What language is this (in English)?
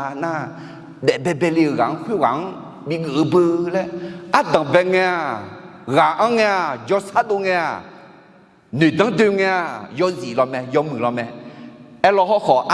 Akha